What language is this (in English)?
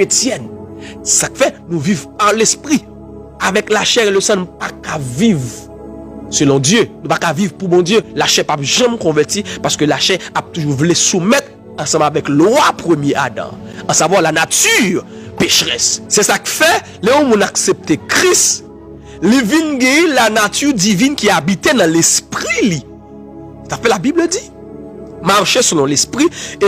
Haitian Creole